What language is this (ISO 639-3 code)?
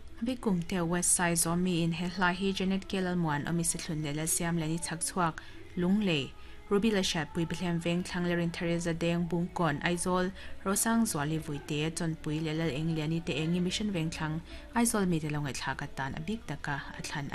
lus